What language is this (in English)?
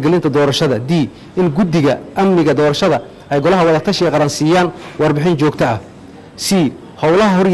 Somali